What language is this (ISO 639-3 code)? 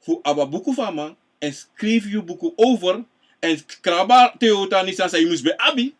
srn